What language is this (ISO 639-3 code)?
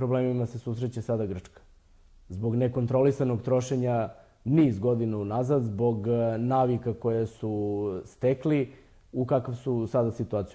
srp